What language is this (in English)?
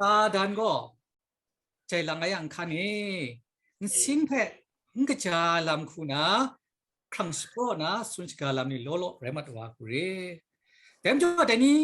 Kachin